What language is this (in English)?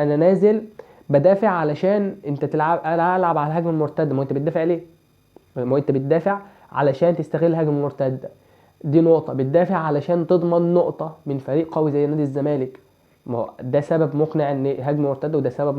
Egyptian Arabic